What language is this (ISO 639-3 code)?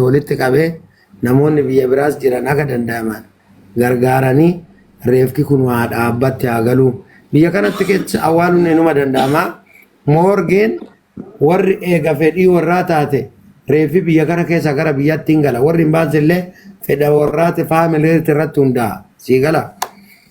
orm